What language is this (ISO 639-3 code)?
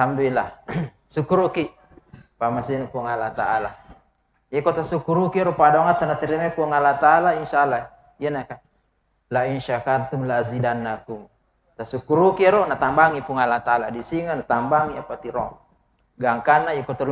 bug